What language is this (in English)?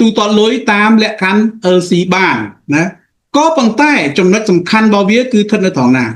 Khmer